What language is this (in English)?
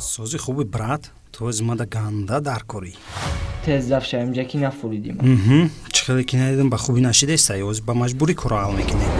Tajik